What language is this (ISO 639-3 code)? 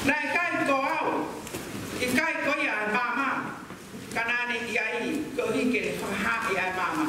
ton